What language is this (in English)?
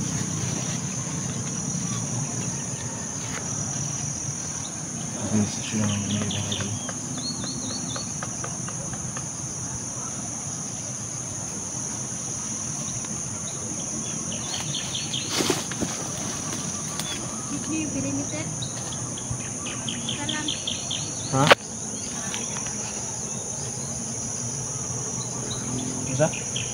Filipino